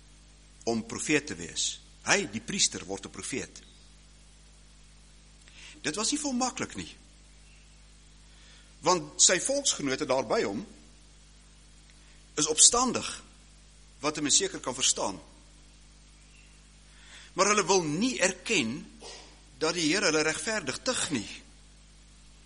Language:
Afrikaans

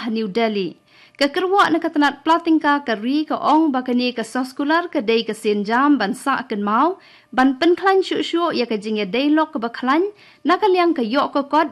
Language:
Khasi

